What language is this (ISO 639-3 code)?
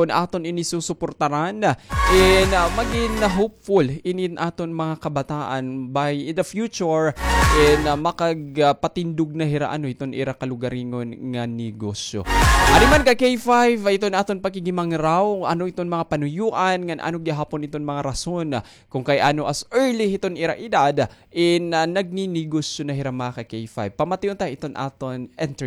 war